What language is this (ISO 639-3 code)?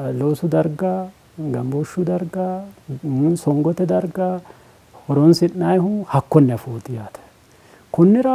sid